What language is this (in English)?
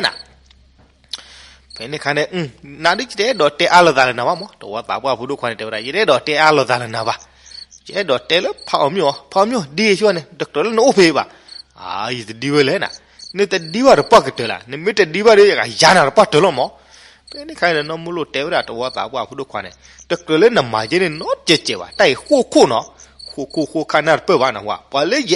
S'gaw Karen